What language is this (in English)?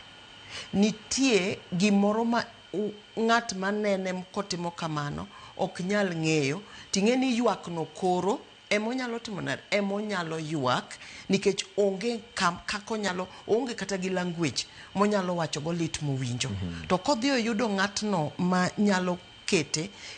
Luo (Kenya and Tanzania)